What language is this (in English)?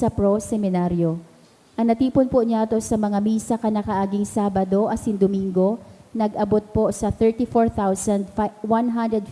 Bikol